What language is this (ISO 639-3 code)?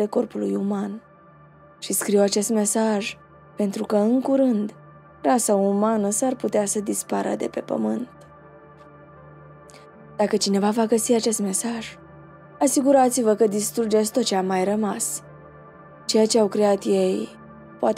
ron